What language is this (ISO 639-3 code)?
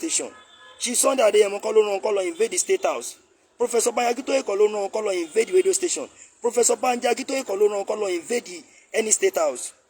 yor